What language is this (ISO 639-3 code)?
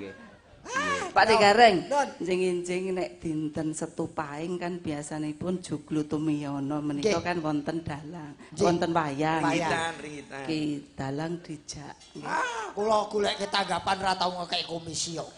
jav